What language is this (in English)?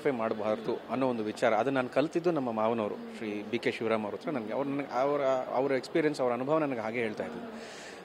Kannada